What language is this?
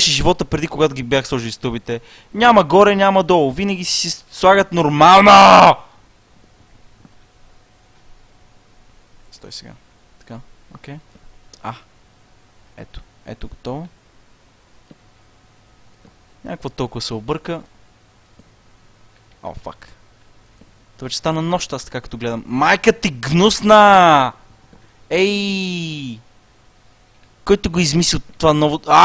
Bulgarian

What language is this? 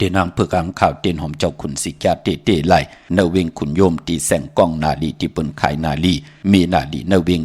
Shan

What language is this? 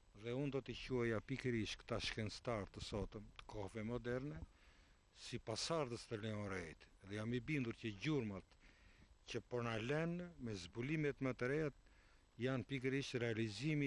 Albanian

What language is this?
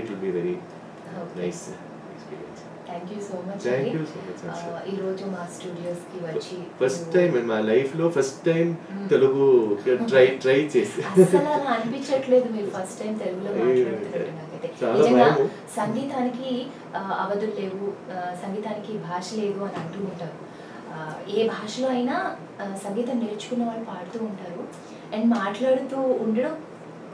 Telugu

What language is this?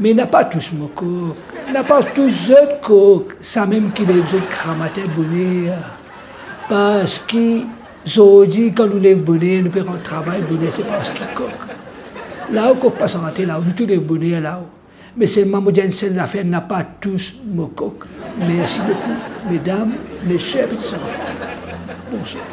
Morisyen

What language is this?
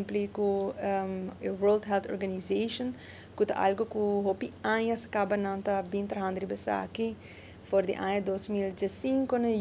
Papiamento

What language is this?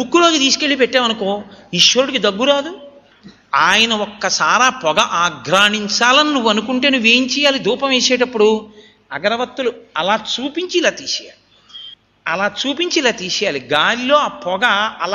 Telugu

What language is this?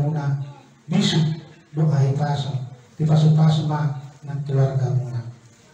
Batak Toba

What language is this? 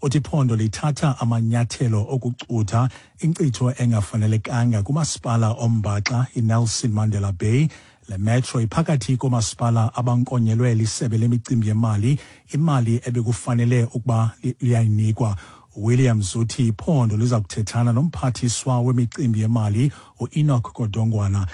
Xhosa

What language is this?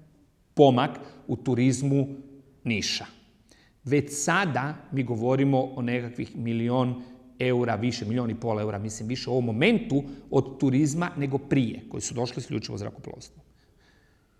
Croatian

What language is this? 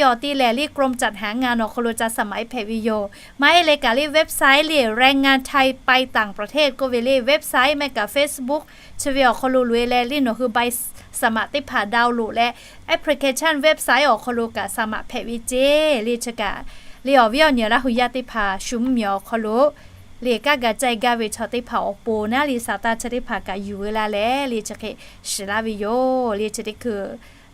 Lahu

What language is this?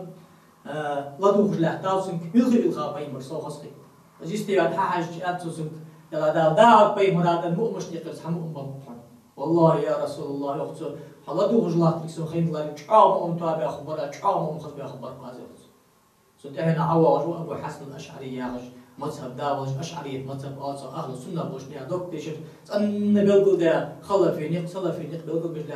Ingush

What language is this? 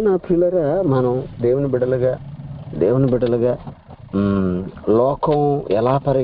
Telugu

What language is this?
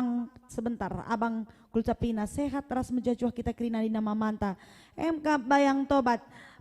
Batak Karo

